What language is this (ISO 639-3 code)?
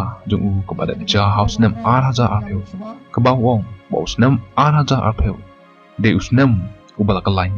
kha